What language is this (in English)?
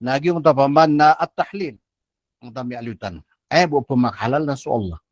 Maranao